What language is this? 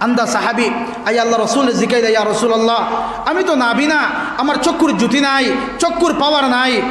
Sylheti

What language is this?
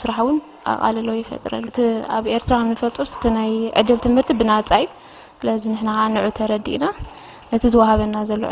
Tigrinya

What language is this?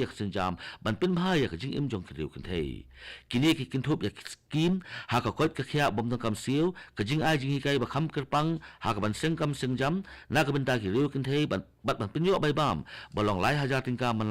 Khasi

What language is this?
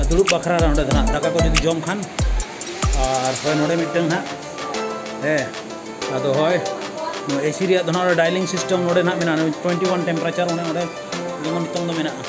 Santali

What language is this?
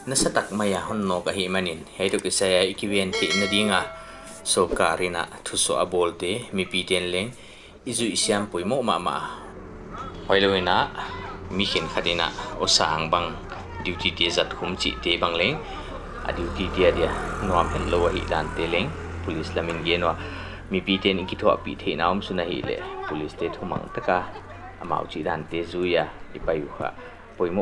Paite Chin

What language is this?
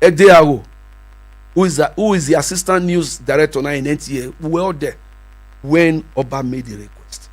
Nigerian Pidgin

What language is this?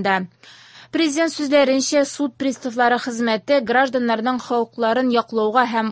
Tatar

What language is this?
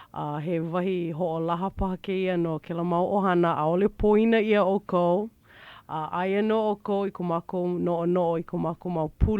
Hawaiian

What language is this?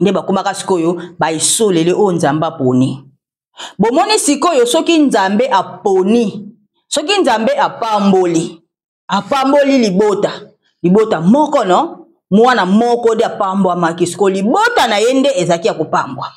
Lingala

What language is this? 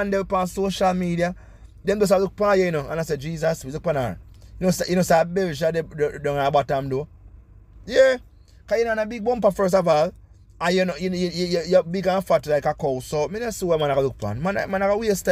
Jamaican Creole English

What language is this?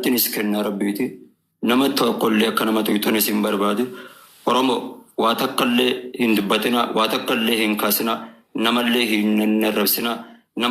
Oromo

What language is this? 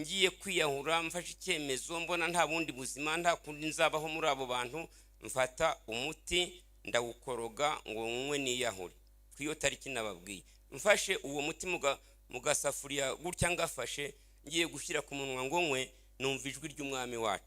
Kinyarwanda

